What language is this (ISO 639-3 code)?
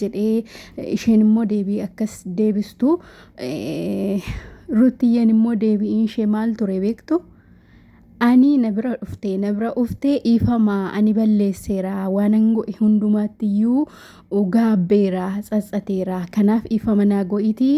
orm